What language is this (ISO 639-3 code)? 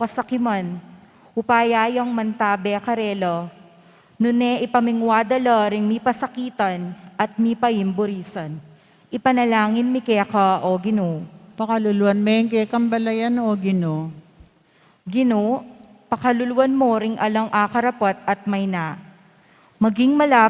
pam